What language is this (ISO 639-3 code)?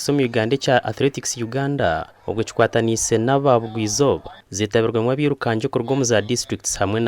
nyn